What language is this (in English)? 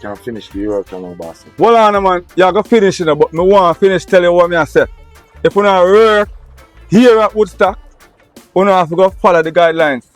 Jamaican Creole English